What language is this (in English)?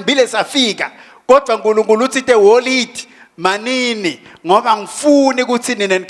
Swati